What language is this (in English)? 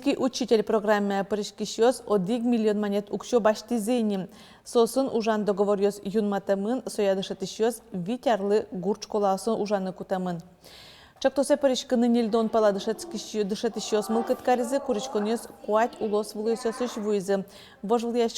Udmurt